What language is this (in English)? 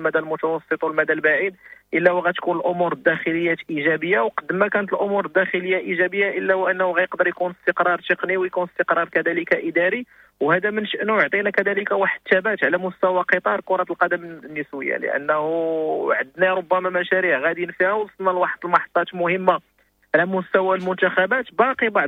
Moroccan Arabic